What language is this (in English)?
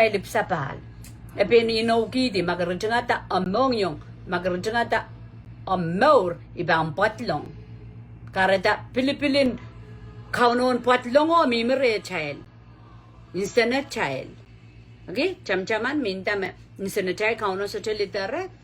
Pohnpeian